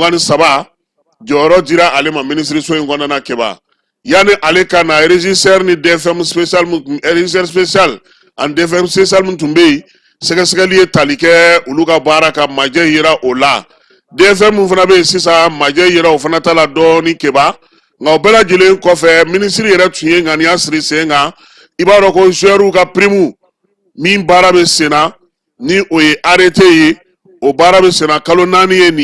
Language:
Bambara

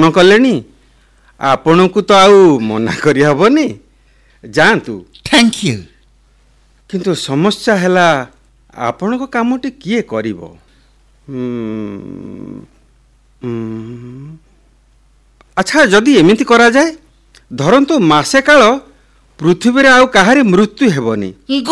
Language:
Odia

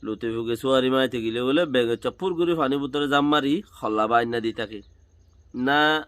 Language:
Rohingya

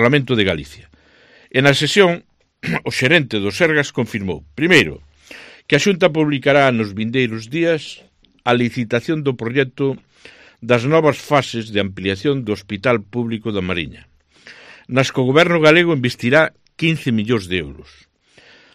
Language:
Galician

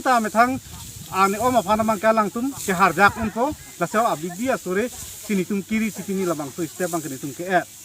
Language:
Karbi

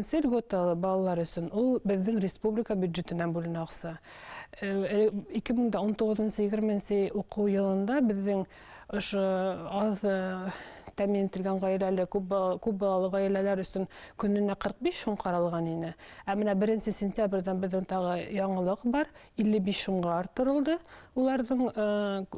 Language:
Bashkir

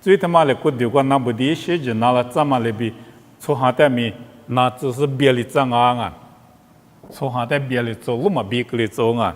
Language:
Lisu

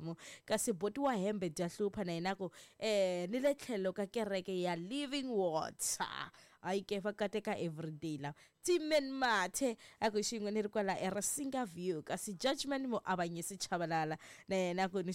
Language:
Tsonga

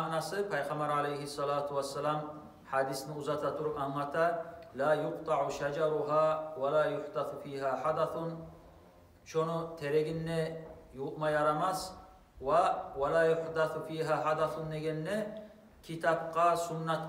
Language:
Kumyk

